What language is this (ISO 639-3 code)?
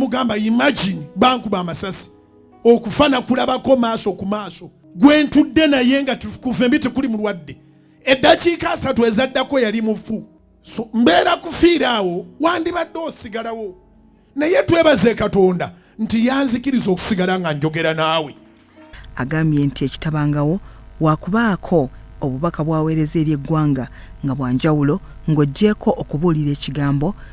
lug